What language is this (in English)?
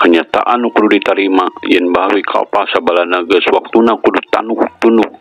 Sundanese